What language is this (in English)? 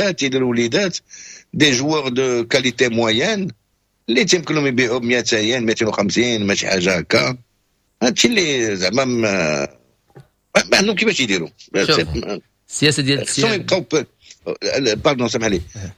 Moroccan Arabic